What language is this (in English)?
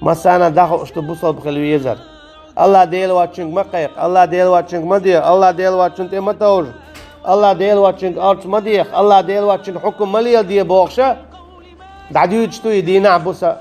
Chechen